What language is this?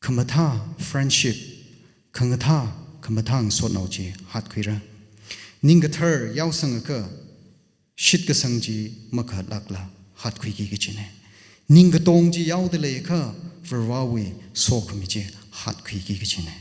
Tangkhul Naga (India)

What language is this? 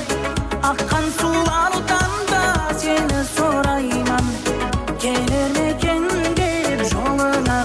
Kara-Kalpak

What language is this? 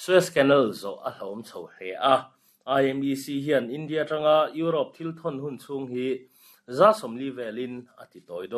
Mizo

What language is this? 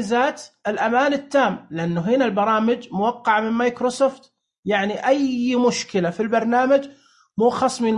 Najdi Arabic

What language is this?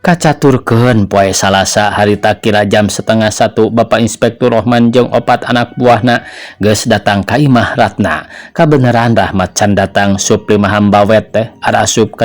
Sundanese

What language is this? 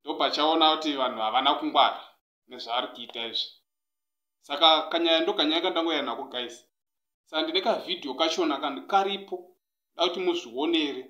Shona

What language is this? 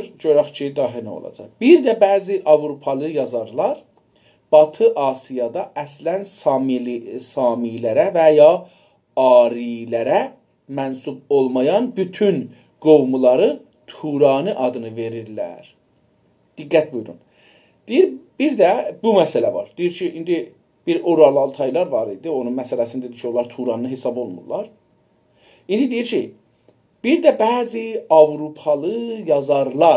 South Azerbaijani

